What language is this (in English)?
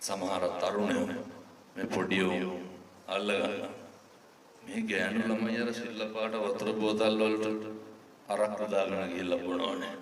Sinhala